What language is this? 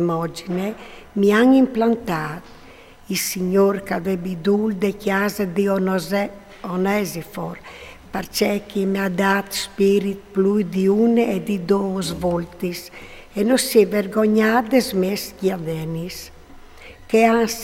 Friulian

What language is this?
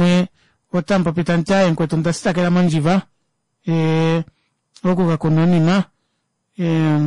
Kuanyama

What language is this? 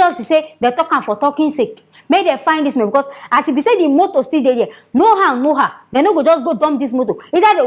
Nigerian Pidgin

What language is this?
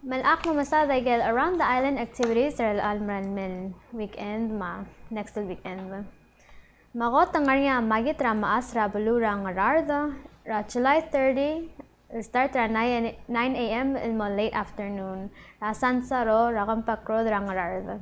Palauan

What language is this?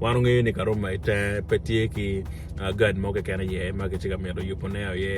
Acoli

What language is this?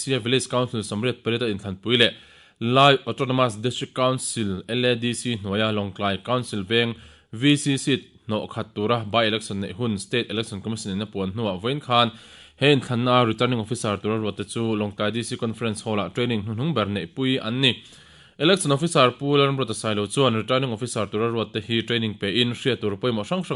Mizo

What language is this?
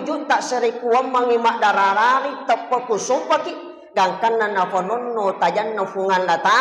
Buginese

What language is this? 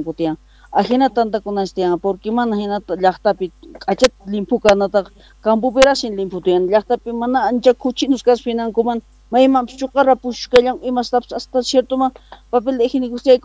Quechua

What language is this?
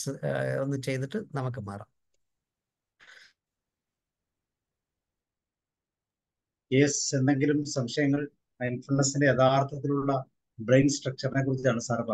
Malayalam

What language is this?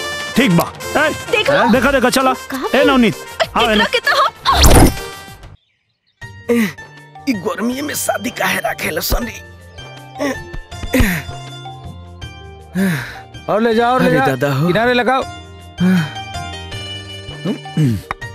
Bhojpuri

